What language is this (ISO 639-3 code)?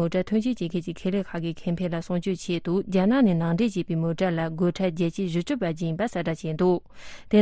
bod